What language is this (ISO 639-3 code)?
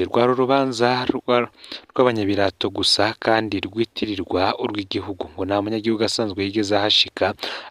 run